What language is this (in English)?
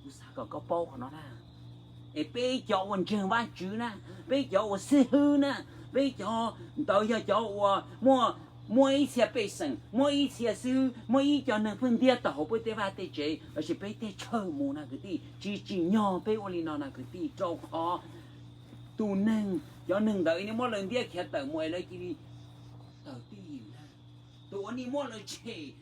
Hmong